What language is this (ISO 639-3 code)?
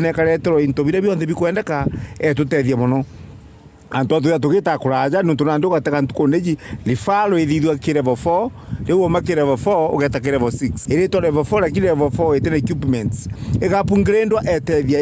mer